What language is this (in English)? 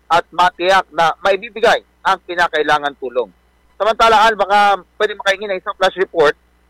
Filipino